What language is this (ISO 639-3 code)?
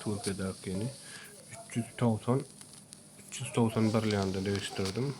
tuk